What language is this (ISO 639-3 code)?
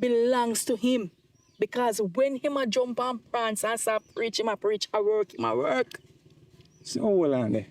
jam